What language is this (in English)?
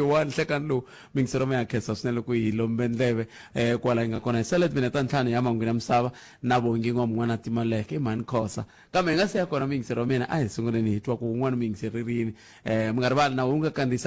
Tsonga